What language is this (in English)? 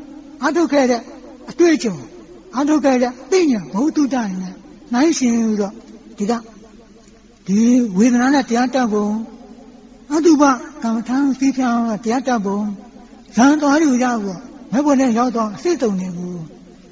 Burmese